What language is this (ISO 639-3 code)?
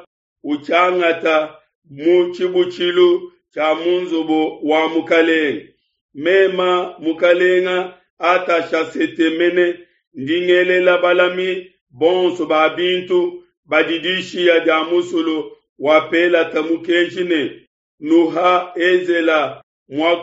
lua